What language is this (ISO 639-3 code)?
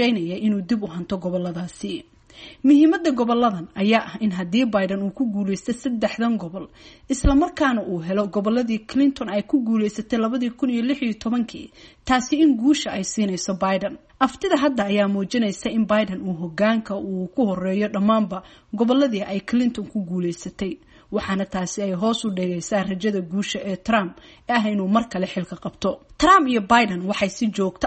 som